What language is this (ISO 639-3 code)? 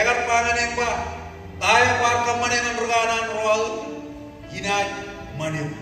mah